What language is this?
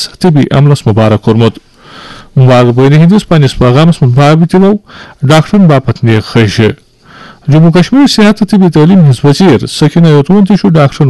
Kashmiri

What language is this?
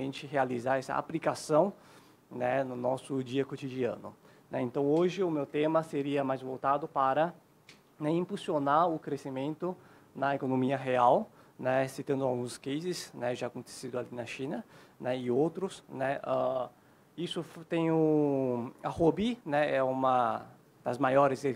Portuguese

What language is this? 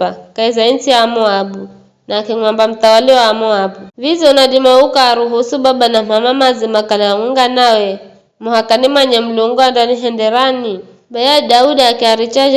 Giryama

